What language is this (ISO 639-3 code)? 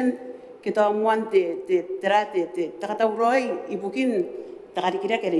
gil